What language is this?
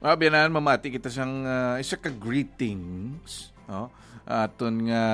Hiligaynon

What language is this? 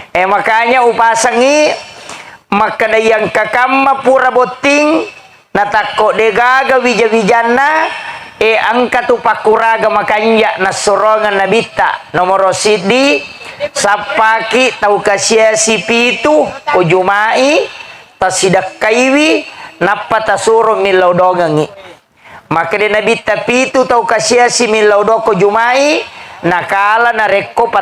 Buginese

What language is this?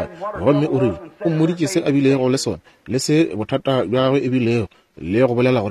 Northern Sotho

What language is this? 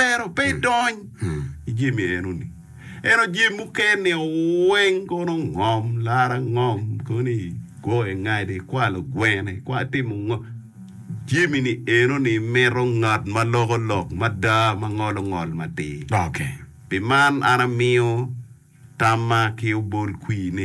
Acoli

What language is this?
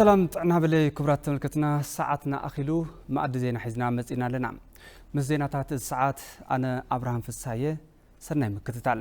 Tigrinya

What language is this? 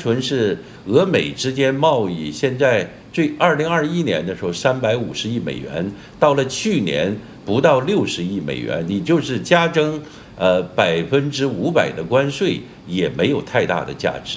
Chinese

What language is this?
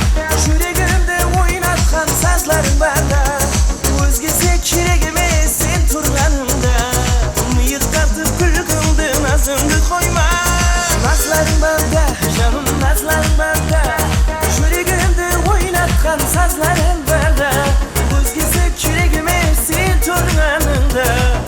Kara-Kalpak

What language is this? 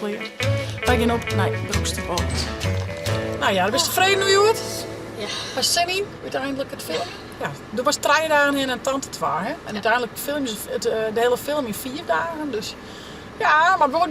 Western Frisian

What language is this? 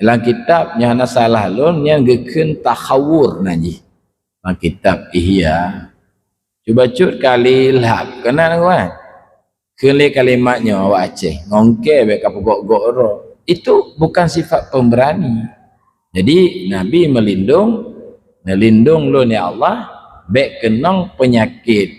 Achinese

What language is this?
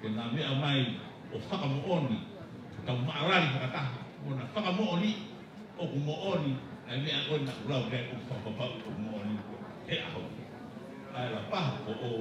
Tongan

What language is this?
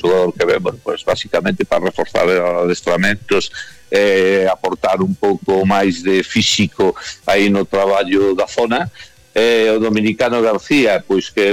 Galician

